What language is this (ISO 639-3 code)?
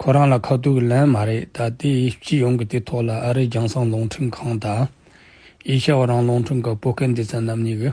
bod